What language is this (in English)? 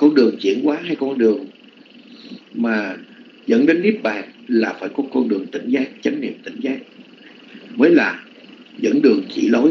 Vietnamese